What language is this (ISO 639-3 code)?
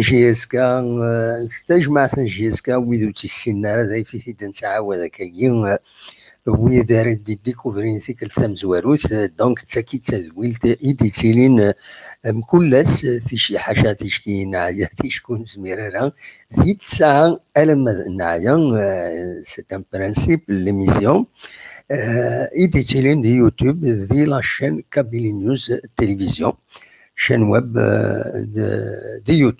kab